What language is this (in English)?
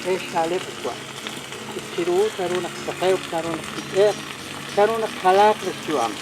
Kekchí